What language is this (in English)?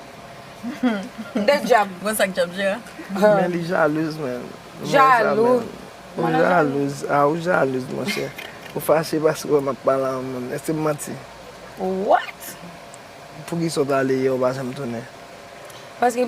Haitian Creole